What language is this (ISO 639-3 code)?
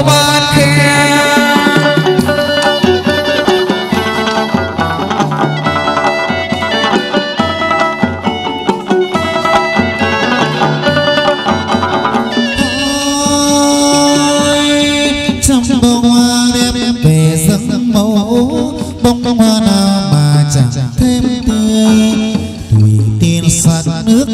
vie